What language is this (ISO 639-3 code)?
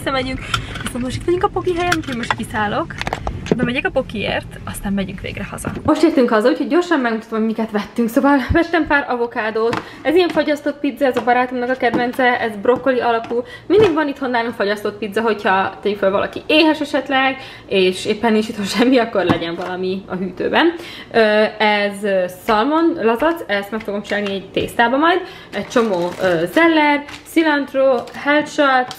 hun